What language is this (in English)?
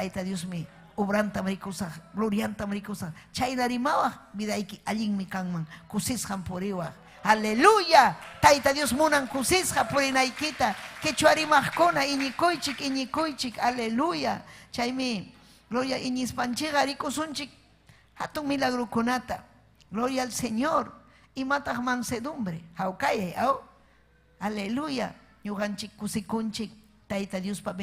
Ayacucho Quechua